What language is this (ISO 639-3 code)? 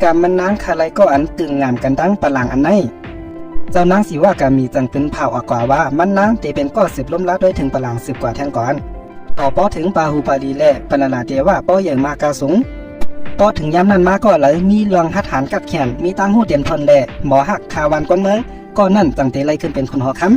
shn